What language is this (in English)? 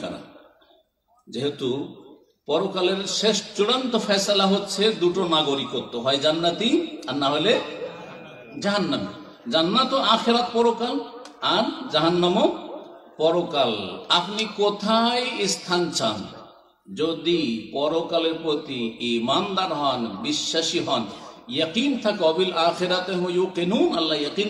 Bangla